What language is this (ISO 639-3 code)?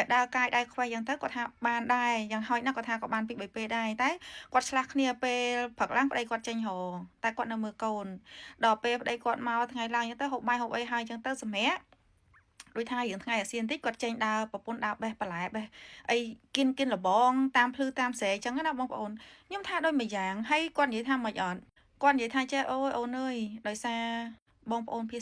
khm